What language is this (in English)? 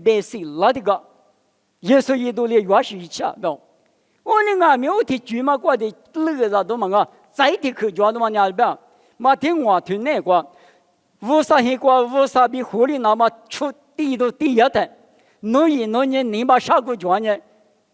Lisu